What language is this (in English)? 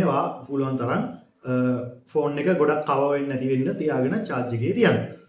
Sinhala